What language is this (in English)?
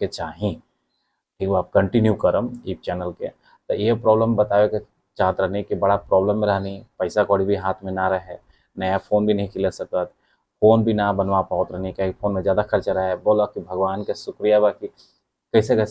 Bhojpuri